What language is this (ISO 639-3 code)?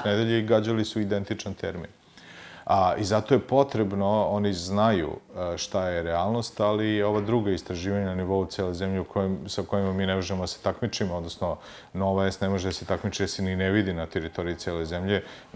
srp